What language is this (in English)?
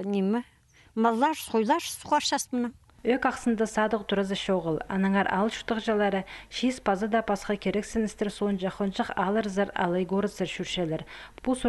Khakas